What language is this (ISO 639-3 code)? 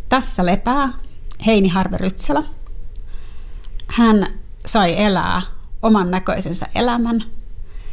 fin